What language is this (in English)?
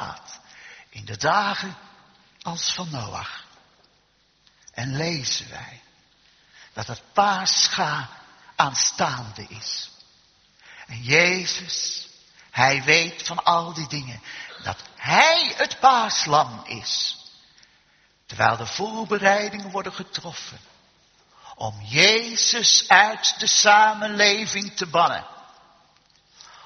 Dutch